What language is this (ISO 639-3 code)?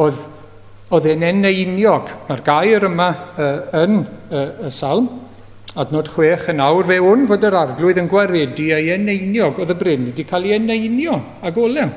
cym